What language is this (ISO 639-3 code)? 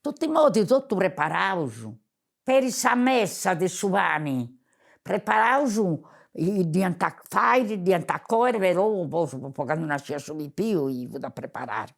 srd